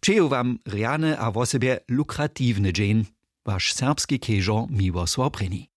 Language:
Upper Sorbian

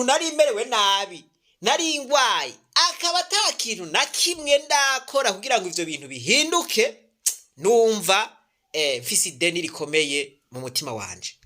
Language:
Rundi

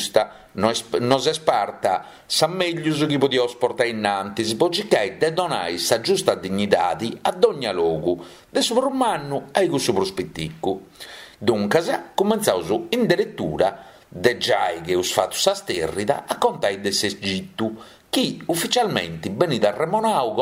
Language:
Sardinian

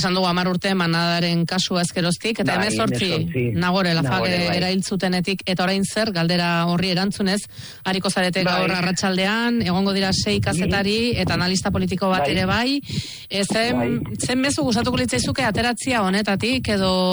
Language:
Basque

